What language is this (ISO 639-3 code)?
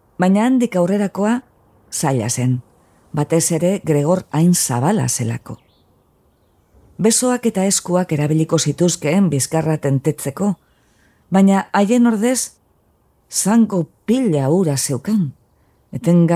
eus